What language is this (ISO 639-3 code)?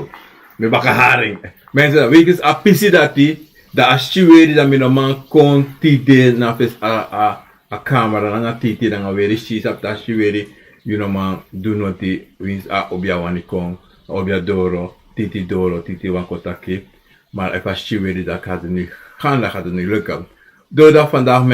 srn